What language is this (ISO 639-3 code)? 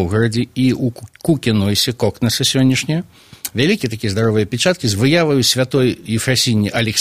bel